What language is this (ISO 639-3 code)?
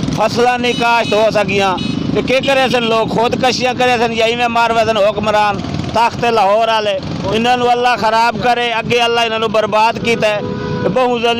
lah